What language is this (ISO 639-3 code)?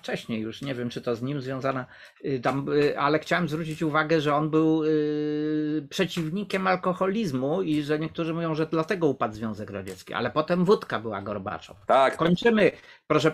pol